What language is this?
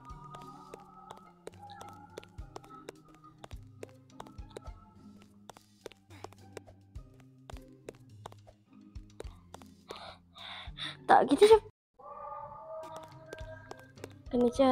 Malay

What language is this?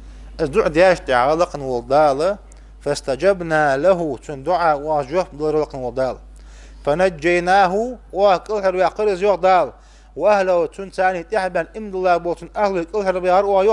Ingush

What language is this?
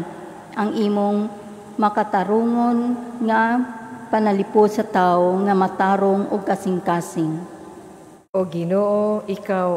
Cebuano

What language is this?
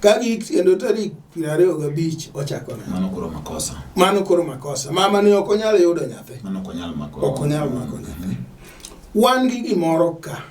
Luo (Kenya and Tanzania)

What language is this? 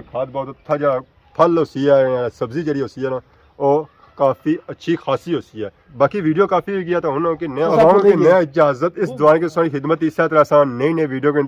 Pahari-Potwari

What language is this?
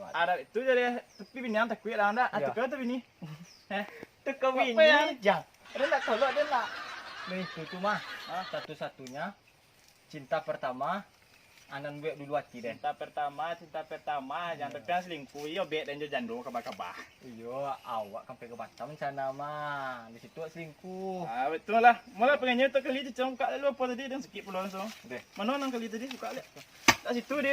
Minangkabau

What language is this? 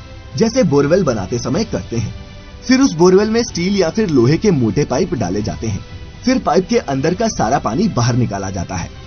Hindi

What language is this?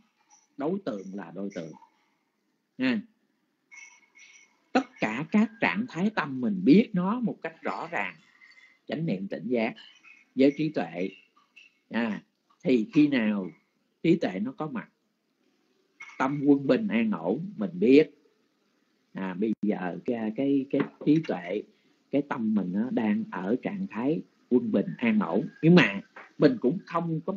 Vietnamese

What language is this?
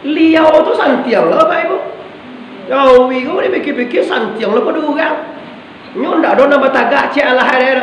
Minangkabau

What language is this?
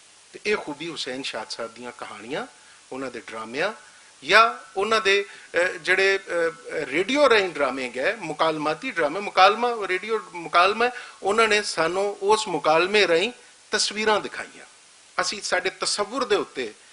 Western Panjabi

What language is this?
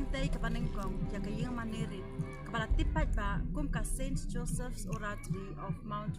Khasi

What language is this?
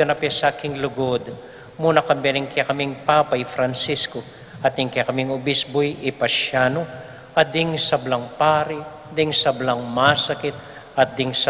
Pampanga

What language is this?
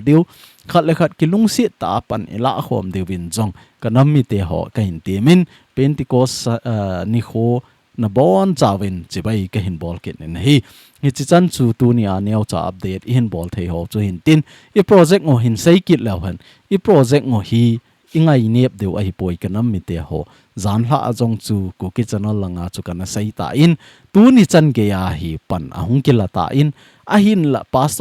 Thado Chin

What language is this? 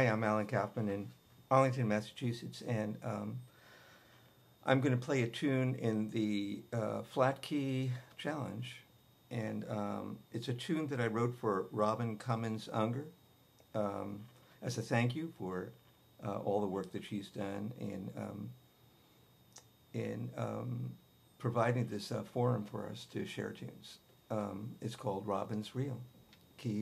English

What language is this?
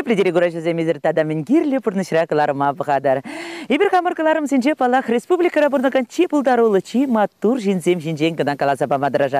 Chuvash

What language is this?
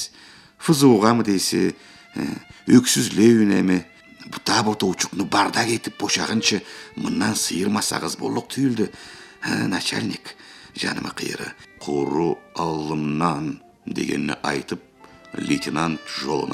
Karachay-Balkar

